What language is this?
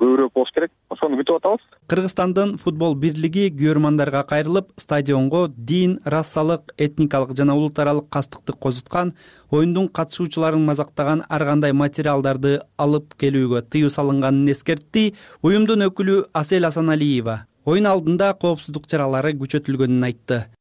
Kyrgyz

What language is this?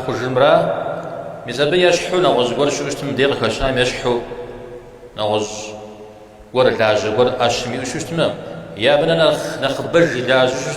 Kabardian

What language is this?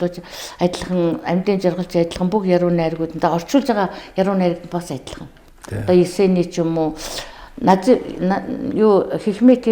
Mongolian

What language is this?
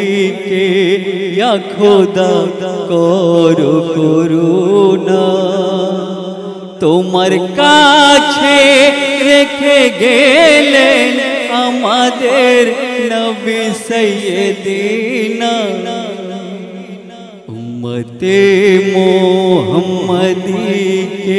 Bangla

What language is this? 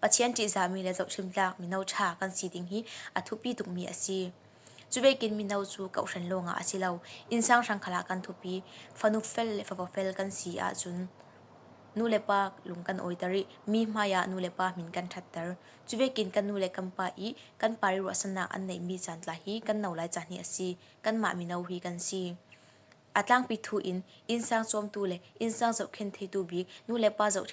Falam Chin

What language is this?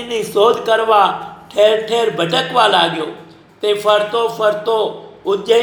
Gujarati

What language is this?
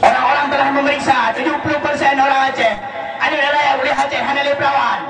Achinese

